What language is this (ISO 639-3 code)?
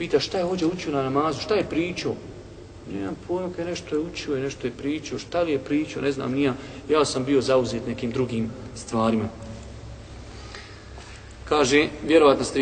bos